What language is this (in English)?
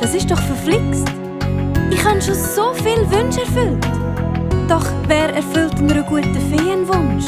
Swiss German